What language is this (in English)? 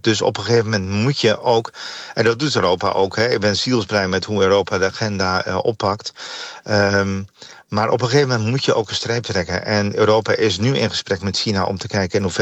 Dutch